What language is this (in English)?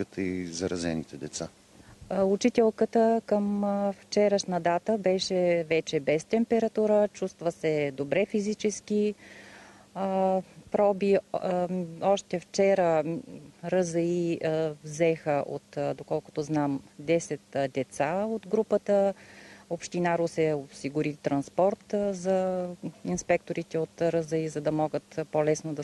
Bulgarian